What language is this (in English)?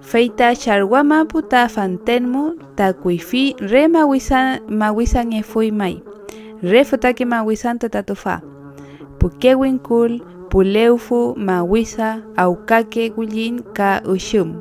Mapuche